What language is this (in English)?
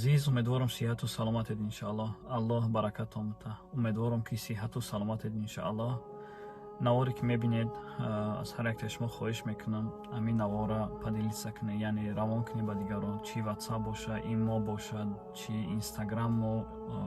Tajik